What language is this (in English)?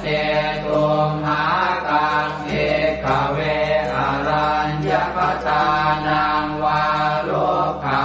Pali